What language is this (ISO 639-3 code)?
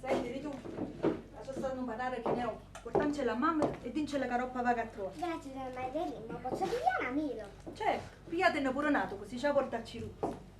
nap